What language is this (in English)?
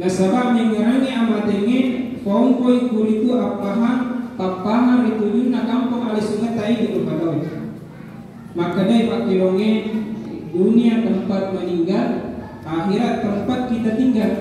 Buginese